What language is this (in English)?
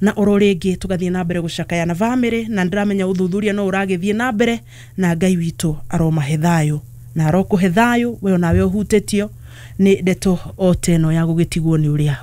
Kikuyu